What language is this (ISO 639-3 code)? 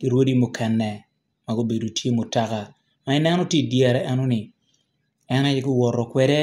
ach